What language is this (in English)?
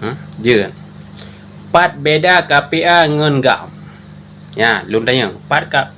Achinese